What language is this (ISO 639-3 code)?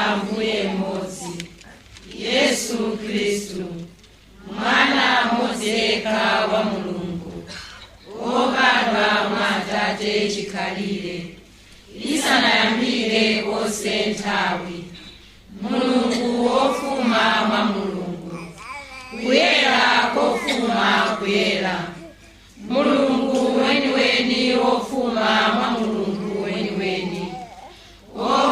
nya